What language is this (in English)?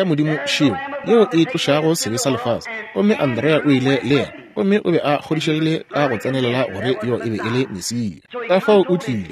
Northern Sotho